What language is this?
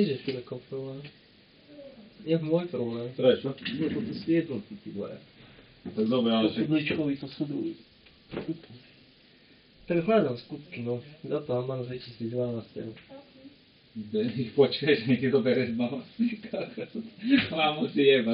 Slovak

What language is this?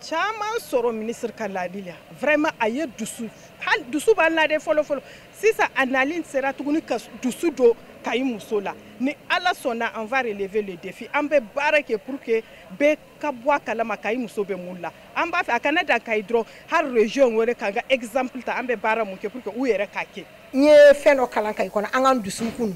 Bambara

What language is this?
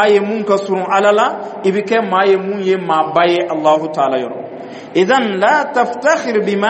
Dyula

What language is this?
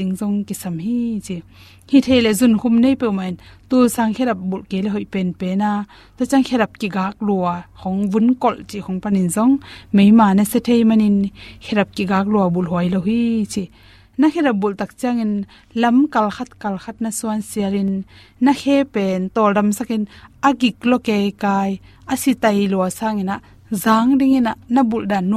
Tedim Chin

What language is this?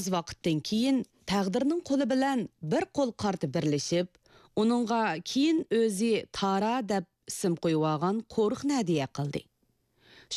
Uyghur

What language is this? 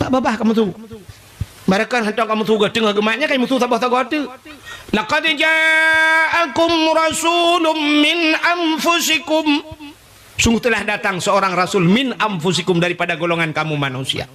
Achinese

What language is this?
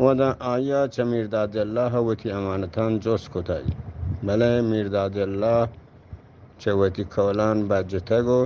Eastern Balochi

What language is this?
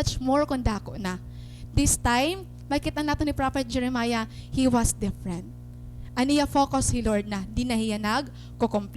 Waray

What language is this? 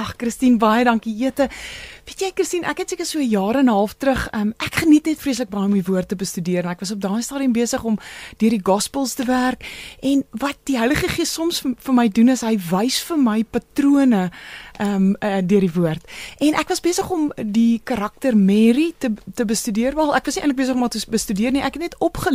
Afrikaans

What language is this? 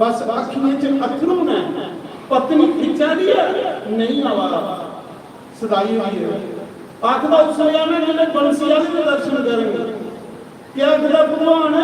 Dogri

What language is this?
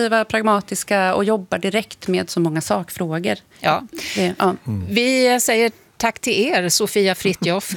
Swedish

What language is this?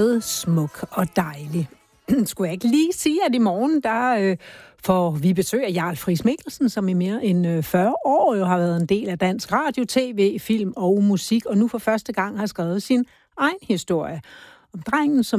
Danish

